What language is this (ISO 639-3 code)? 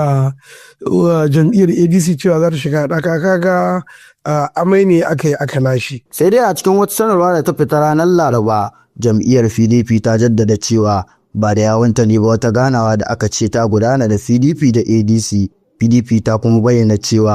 hau